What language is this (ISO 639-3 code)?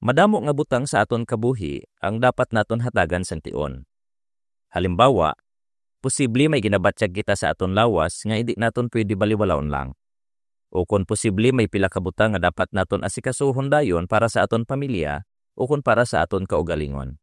hil